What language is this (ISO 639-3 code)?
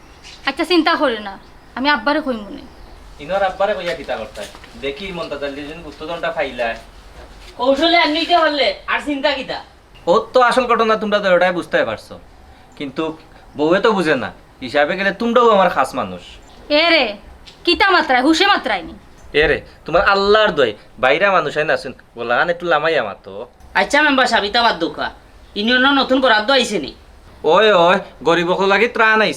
syl